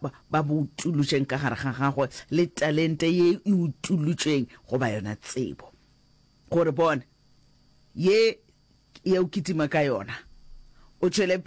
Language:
Northern Sotho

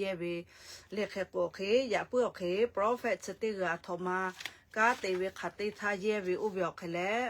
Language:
Lahu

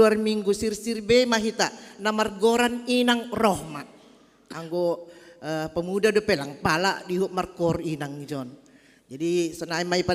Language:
Batak Simalungun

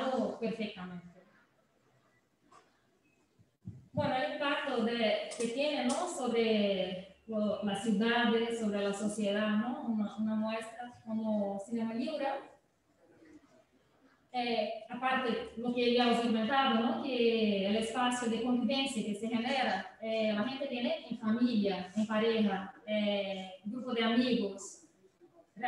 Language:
Spanish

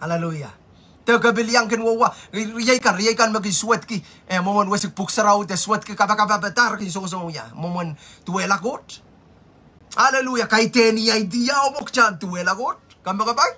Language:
Pohnpeian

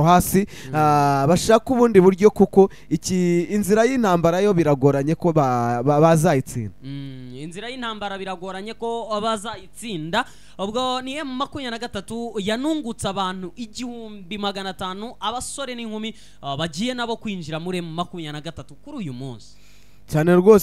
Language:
Kinyarwanda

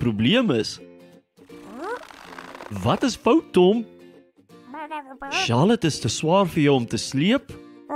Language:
Afrikaans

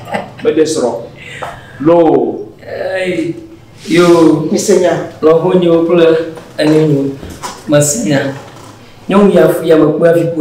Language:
Ewe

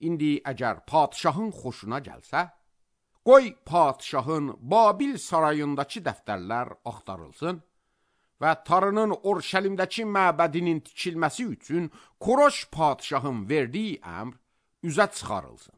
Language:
Azerbaijani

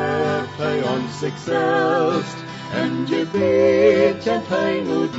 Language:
Plautdietsch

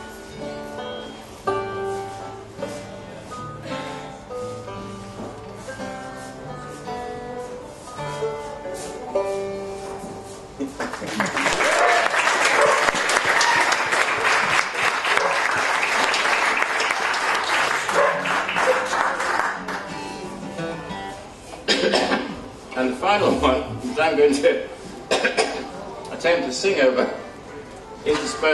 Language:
English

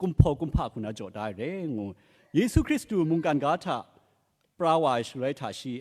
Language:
Kachin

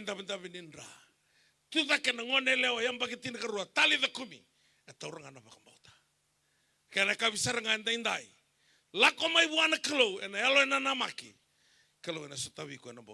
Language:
Fijian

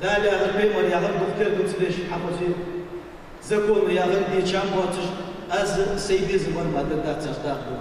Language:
Ingush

